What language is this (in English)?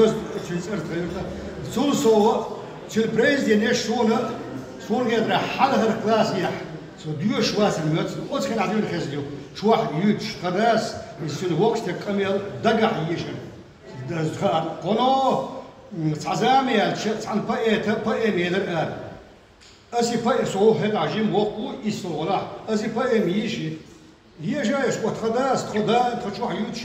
Chechen